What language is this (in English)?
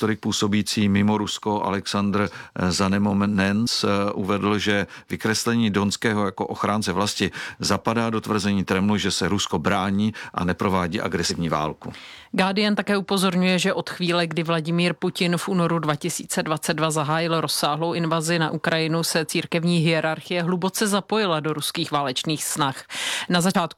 Czech